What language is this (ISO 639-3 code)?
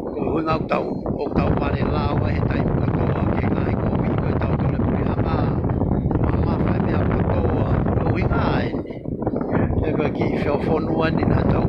ton